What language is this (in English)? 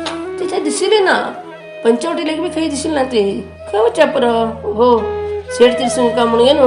Konkani